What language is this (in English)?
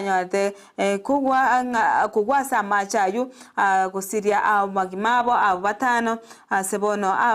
Gusii